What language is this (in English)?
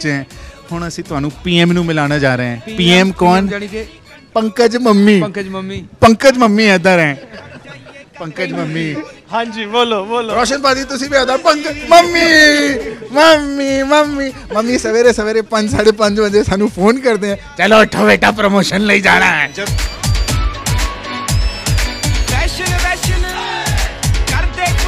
Punjabi